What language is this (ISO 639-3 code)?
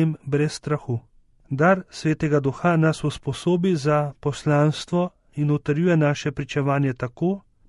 slv